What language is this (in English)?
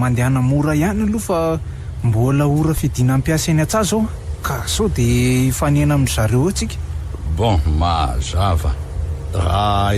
Malagasy